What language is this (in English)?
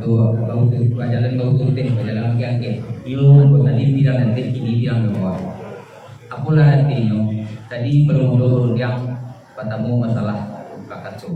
Minangkabau